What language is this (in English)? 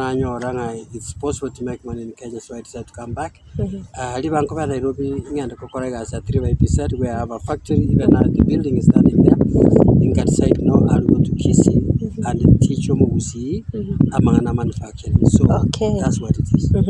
Gusii